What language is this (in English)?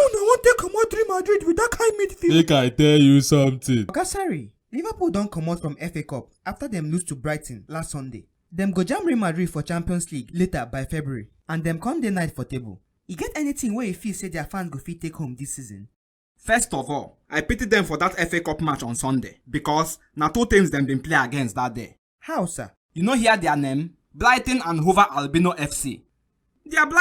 Nigerian Pidgin